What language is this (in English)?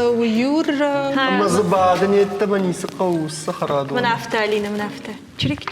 Ossetic